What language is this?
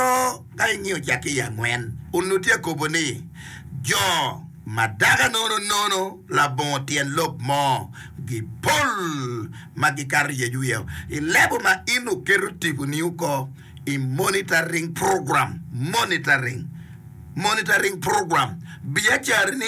Acoli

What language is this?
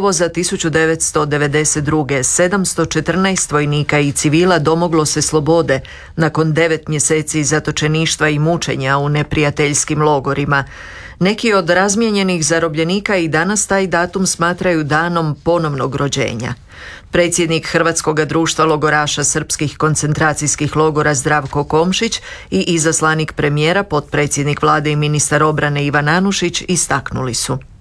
Croatian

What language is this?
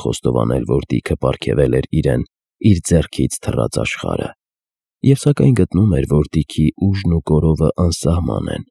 Armenian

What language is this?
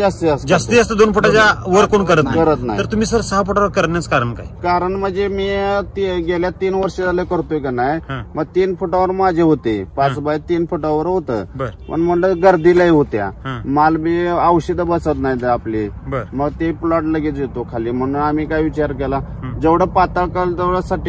Marathi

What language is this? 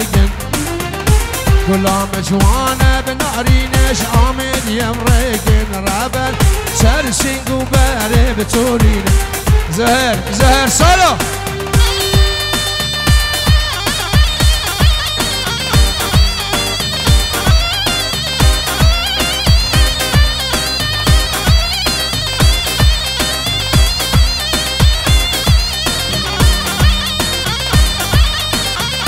Kurdish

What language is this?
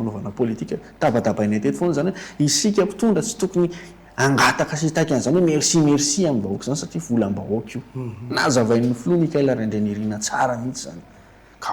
Malagasy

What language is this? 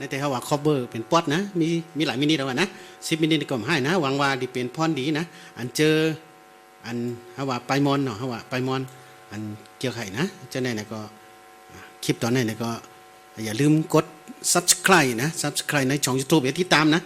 Shan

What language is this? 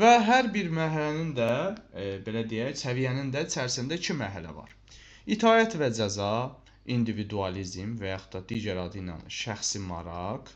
Azerbaijani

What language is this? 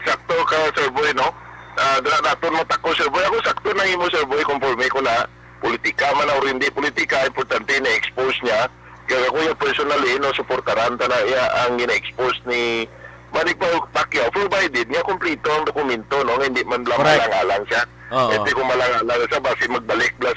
Hiligaynon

